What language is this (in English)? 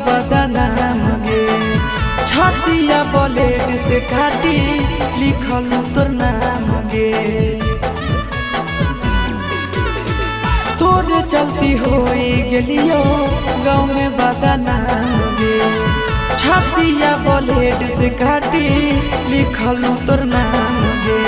Magahi